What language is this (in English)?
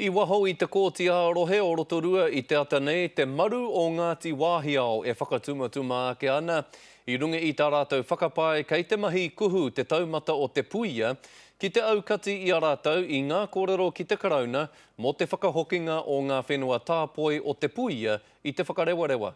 Māori